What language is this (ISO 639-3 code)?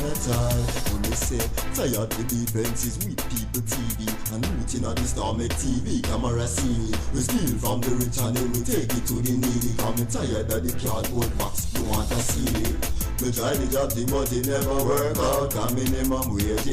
jam